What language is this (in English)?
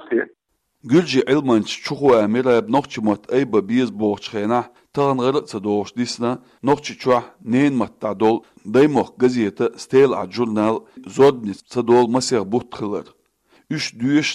Chechen